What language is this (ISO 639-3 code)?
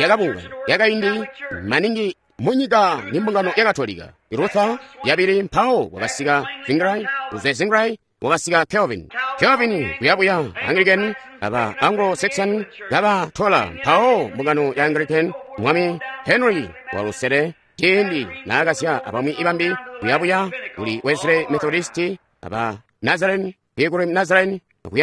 toi